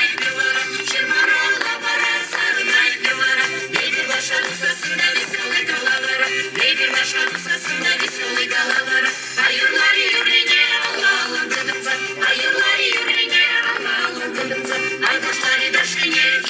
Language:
Chuvash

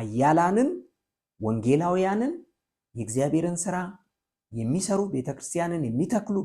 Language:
Amharic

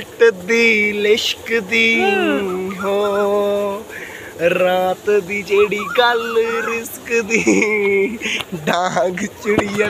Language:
Punjabi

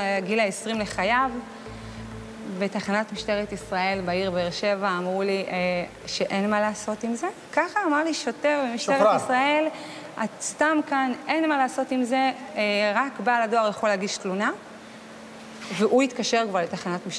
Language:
Hebrew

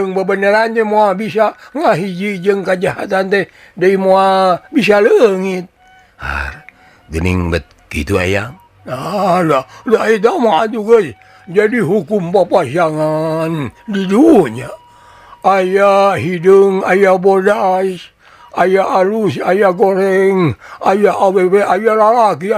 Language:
Sundanese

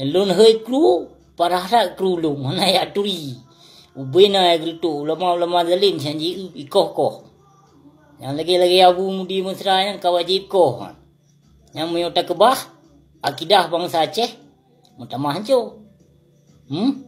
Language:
Achinese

